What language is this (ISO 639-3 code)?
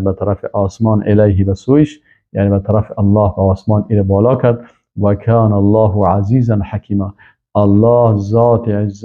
fas